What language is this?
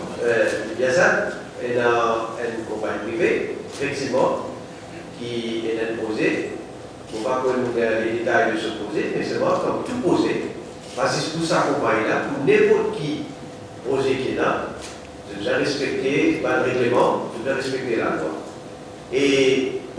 Morisyen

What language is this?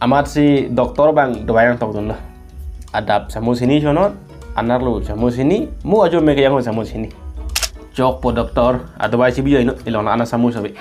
Karbi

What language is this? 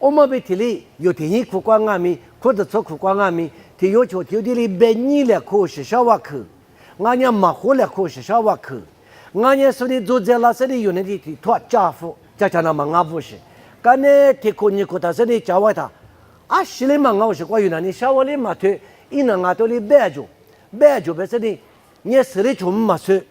Lisu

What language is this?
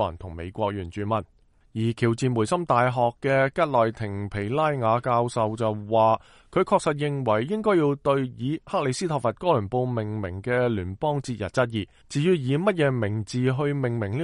Cantonese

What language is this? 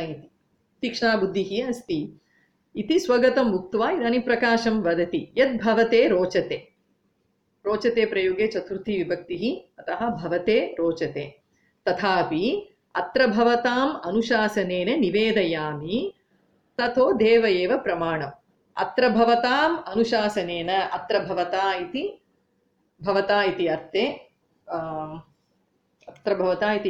Sanskrit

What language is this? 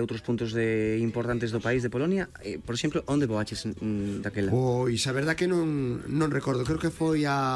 Galician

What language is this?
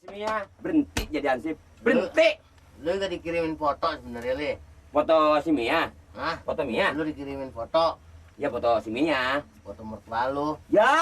Betawi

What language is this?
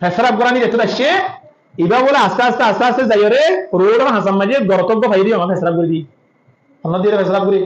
Rohingya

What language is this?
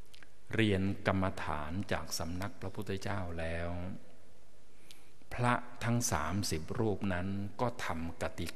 Thai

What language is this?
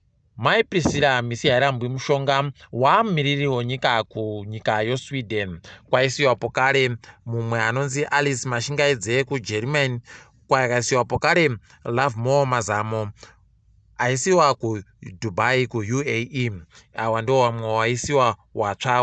Ndau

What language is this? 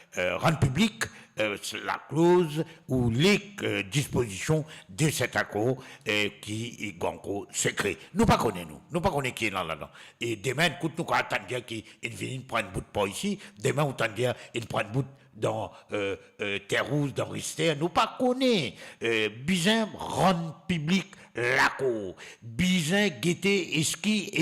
Morisyen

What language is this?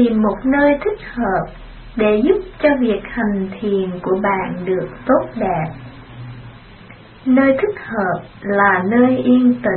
Vietnamese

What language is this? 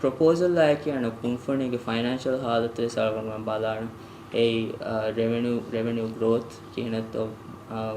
Divehi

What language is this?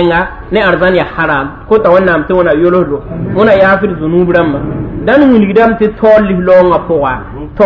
Mossi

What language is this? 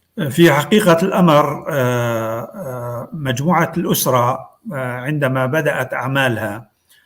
North Levantine Arabic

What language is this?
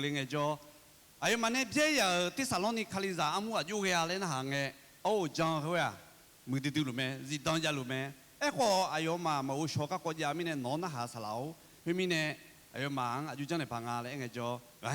Akha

